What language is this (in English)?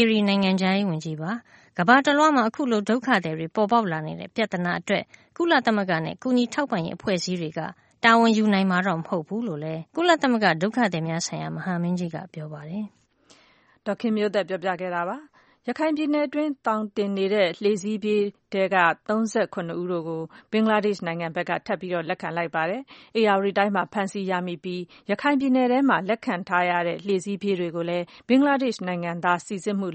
Burmese